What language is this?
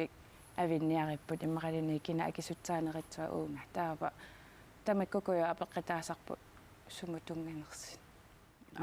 Kalaallisut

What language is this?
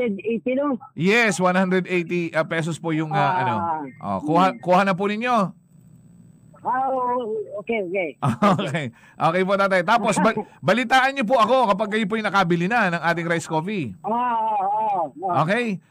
Filipino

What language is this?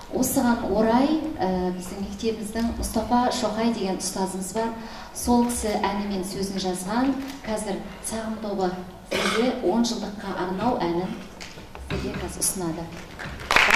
Kazakh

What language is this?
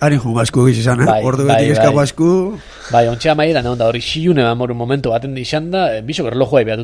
Basque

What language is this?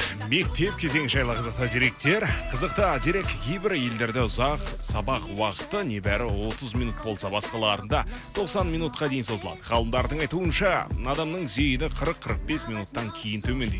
Kazakh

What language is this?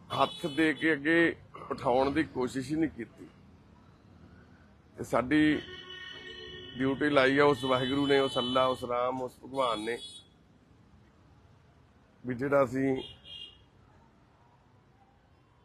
Punjabi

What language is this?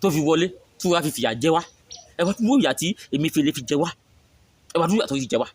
Yoruba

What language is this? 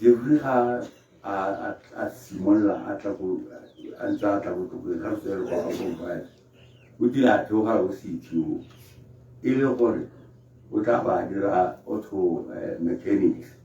Tswana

